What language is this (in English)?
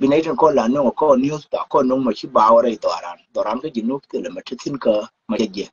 Nuer